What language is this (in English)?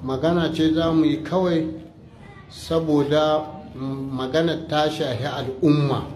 Hausa